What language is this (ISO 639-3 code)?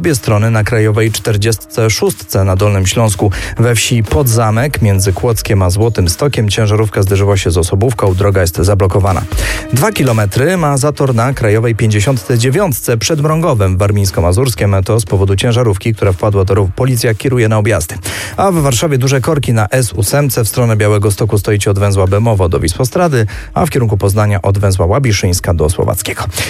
pol